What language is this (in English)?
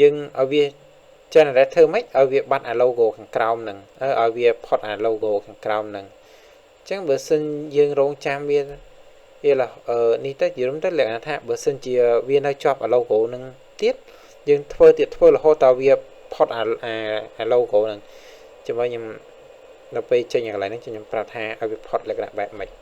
Khmer